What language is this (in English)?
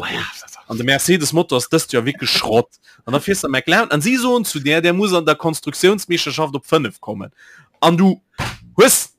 Luxembourgish